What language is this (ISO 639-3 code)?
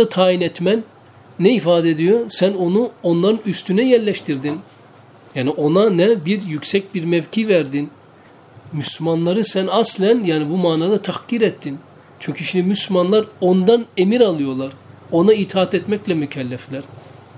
tur